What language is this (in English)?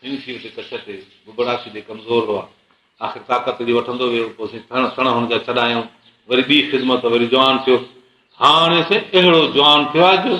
Sindhi